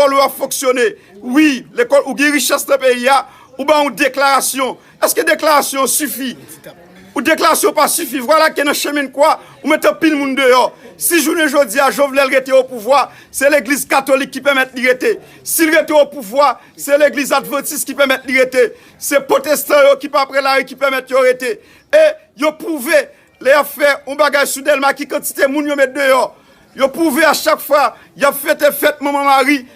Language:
Haitian Creole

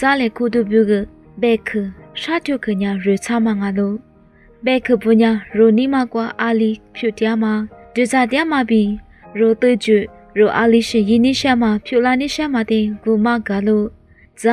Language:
Lisu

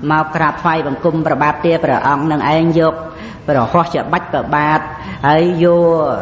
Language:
Khmer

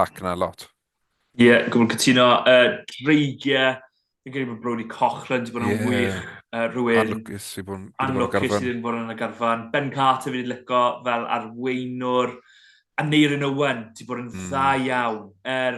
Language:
Welsh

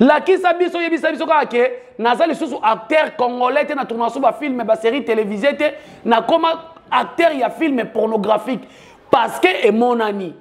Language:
Lingala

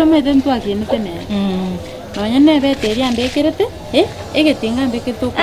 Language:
Gusii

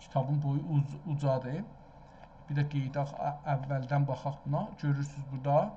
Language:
South Azerbaijani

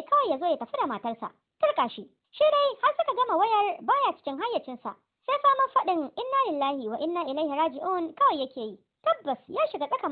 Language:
Hausa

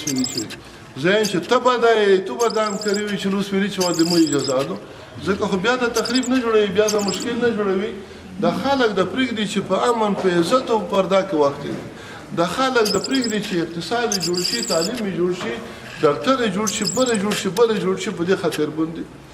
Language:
Pashto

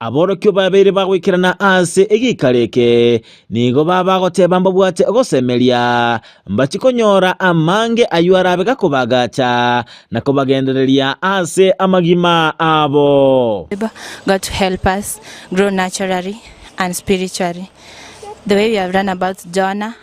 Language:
Gusii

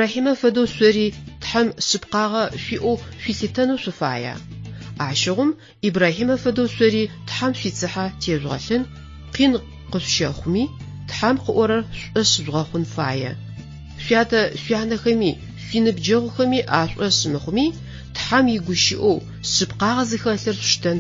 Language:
Adyghe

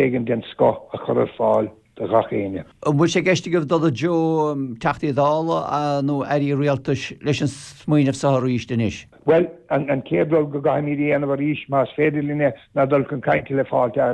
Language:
Irish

